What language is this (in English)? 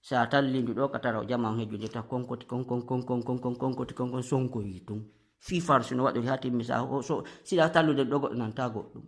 Fula